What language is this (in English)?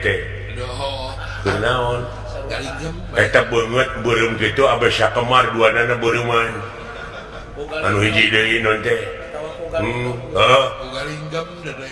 Sundanese